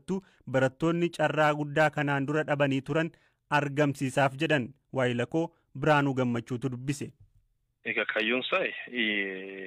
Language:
Oromo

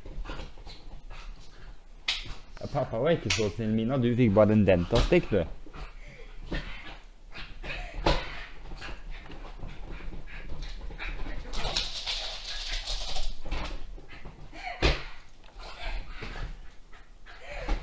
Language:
Norwegian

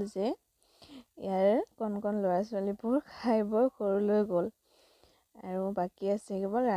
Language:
Assamese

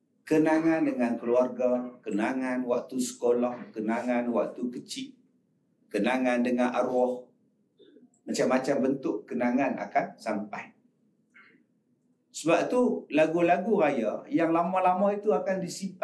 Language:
Malay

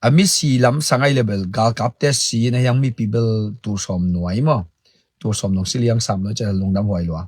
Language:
Tedim Chin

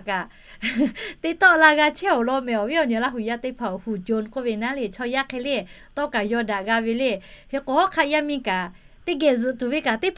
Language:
Lahu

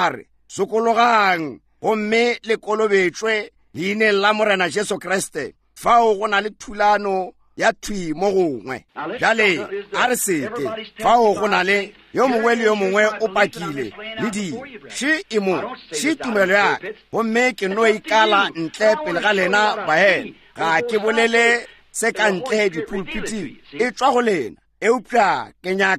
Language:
Northern Sotho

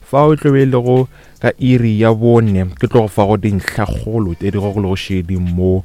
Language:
Northern Sotho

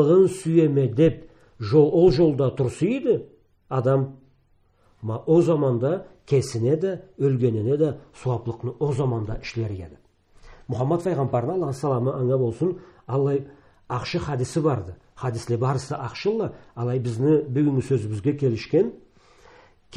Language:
Karachay-Balkar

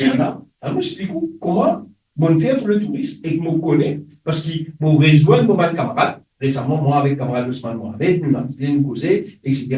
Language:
Morisyen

